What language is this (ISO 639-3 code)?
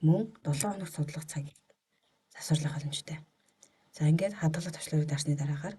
mon